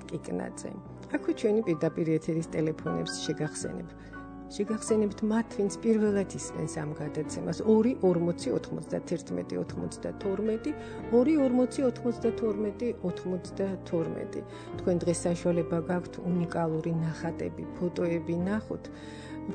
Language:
Georgian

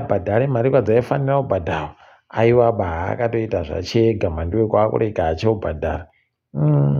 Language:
Ndau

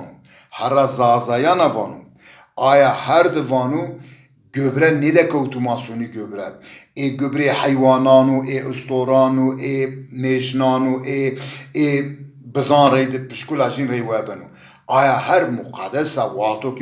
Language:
Zaza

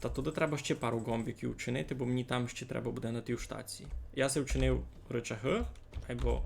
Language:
Rusyn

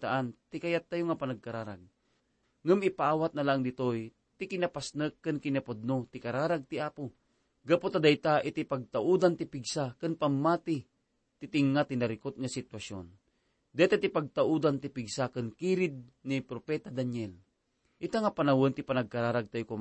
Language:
Iloko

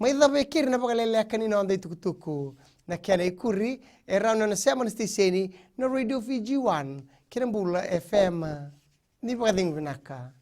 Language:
Fijian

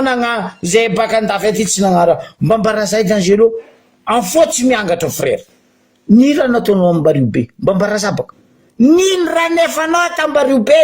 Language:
Malagasy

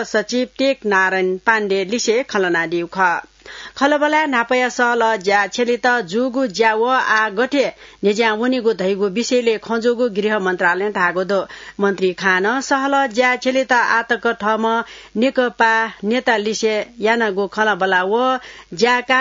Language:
Newari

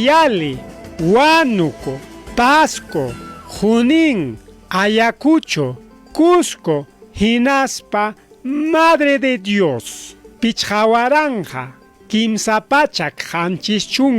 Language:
Ayacucho Quechua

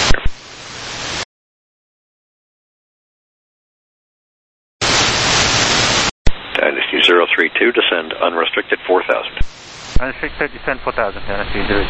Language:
English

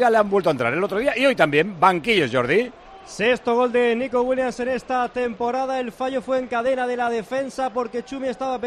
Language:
Spanish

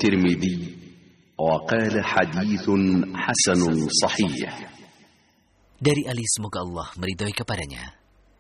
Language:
Indonesian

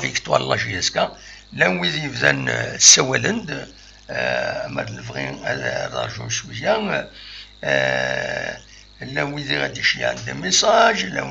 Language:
Kabyle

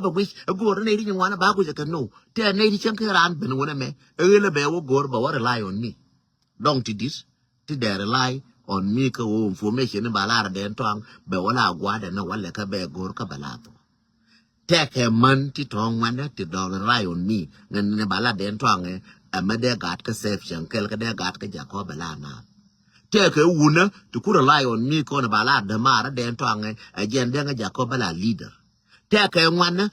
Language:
Nuer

